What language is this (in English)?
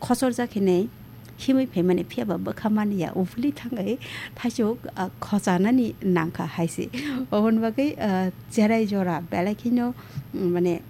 Kok Borok